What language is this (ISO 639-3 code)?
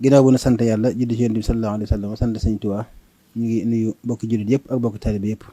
wol